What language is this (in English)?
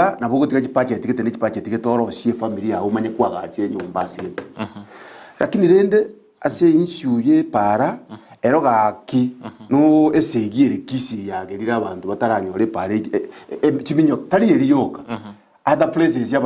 Gusii